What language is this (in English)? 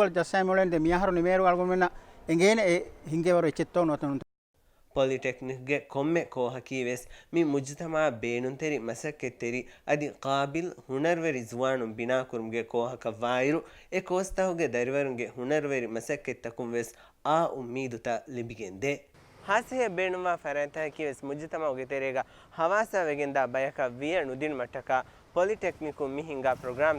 Divehi